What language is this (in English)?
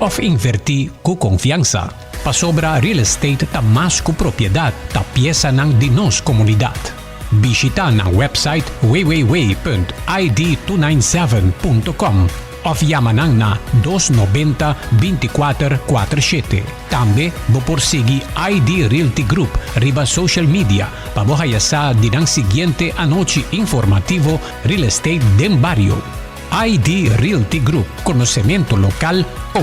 Papiamento